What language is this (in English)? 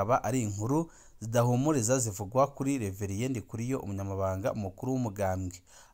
Rundi